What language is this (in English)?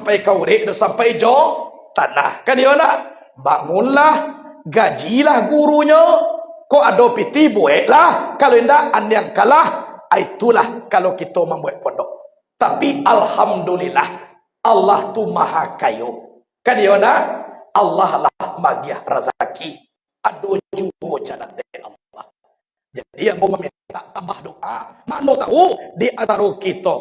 Minangkabau